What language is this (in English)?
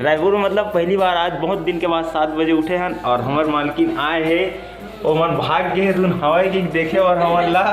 Chhattisgarhi